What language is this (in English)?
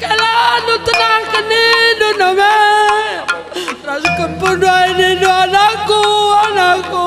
Batak Karo